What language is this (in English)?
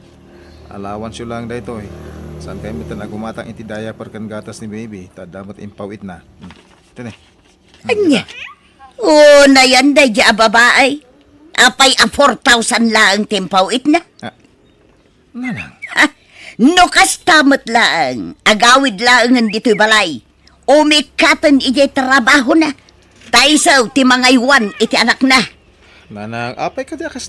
Iloko